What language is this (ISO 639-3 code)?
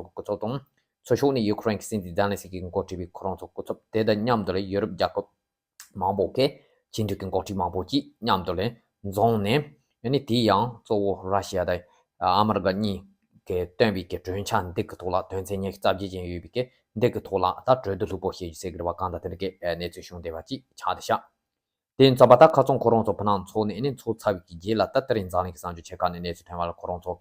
bod